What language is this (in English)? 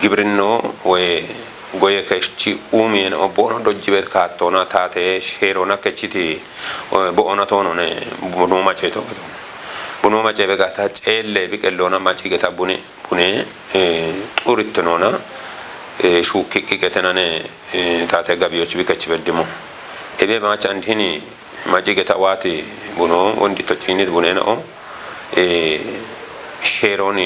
Kafa